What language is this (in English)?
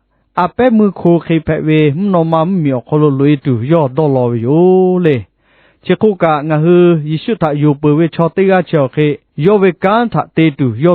Lahu